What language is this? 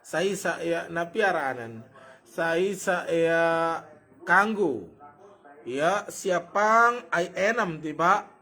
Sasak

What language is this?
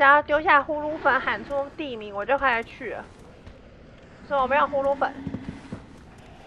Chinese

